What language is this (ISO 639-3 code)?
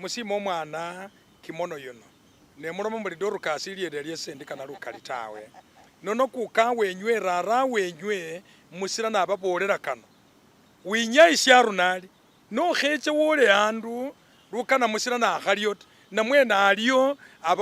myx